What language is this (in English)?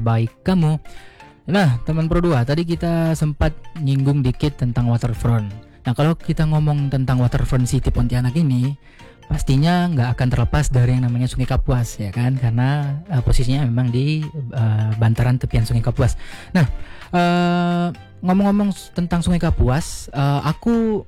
Indonesian